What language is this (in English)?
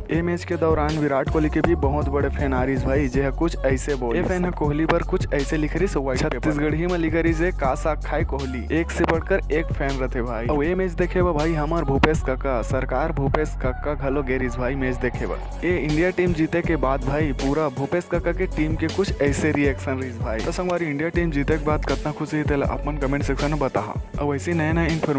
Chhattisgarhi